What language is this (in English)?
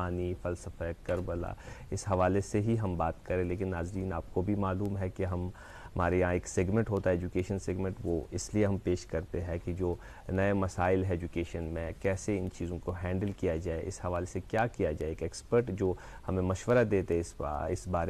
Urdu